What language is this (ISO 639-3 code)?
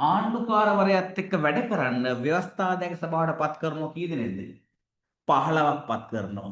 sin